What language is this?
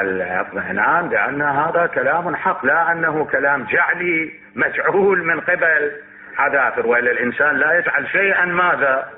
Mesopotamian Arabic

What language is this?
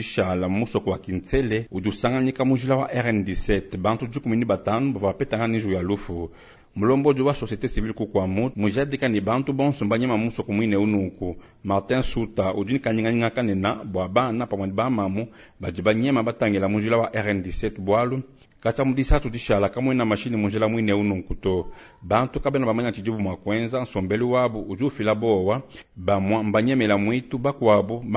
Luba-Lulua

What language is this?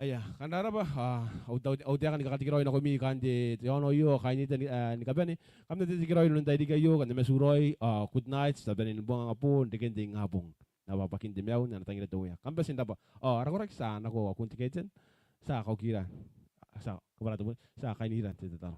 Gilbertese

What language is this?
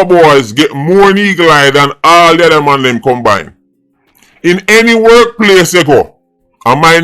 Jamaican Creole English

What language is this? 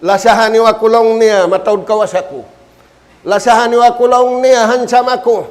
Tausug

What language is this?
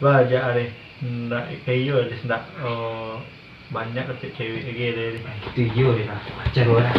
Minangkabau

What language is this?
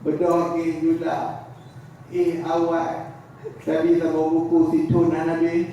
Achinese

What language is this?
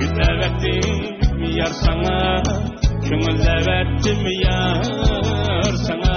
Uyghur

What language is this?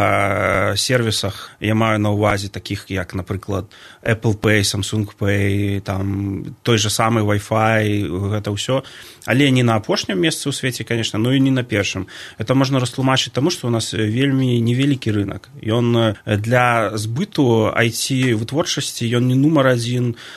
Belarusian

